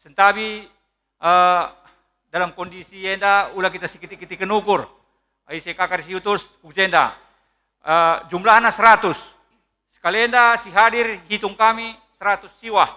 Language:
Batak Karo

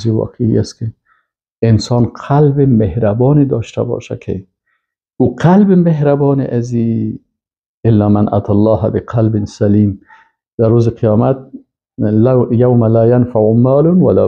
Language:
Persian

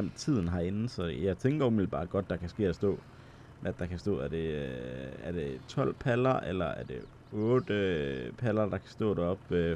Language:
Danish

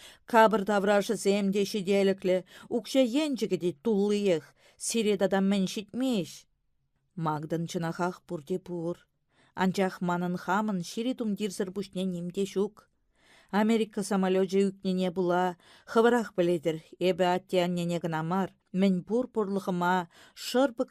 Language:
Chuvash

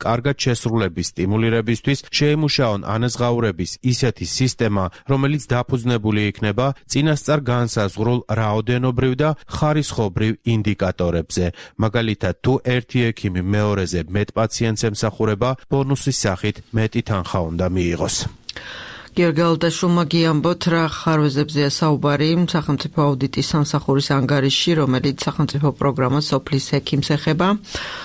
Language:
Georgian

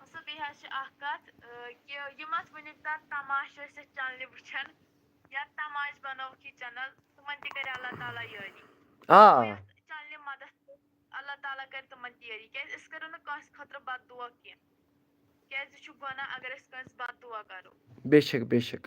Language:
Kashmiri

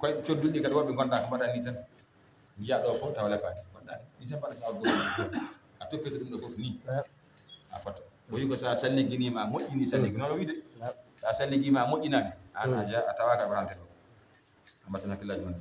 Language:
Fula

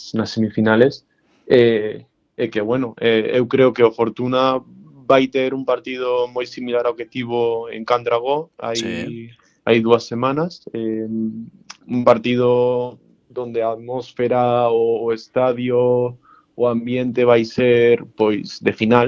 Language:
Galician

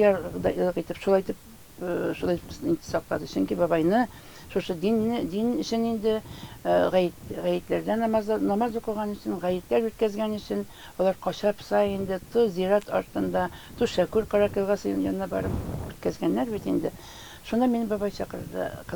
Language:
Tatar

